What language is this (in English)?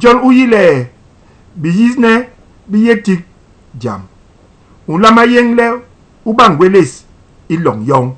Basaa